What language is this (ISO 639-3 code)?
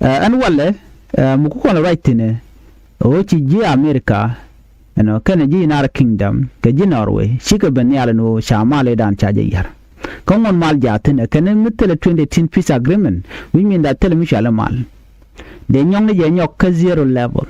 nus